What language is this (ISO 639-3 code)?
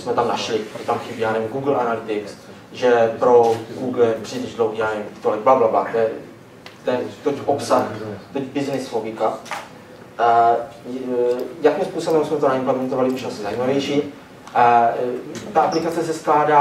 ces